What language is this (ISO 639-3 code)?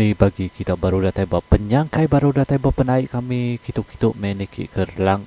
iba